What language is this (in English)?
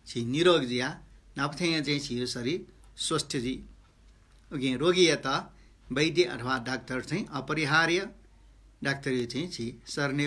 Newari